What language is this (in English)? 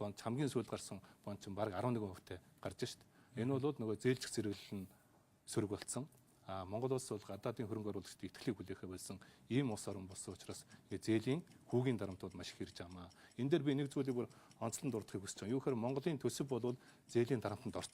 Mongolian